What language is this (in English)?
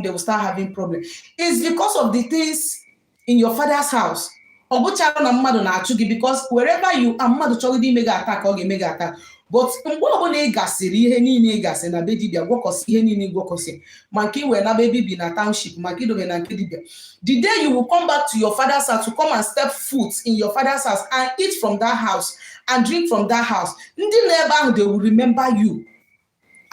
Igbo